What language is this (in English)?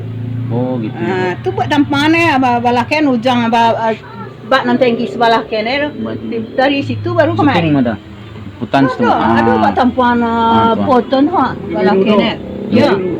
Minangkabau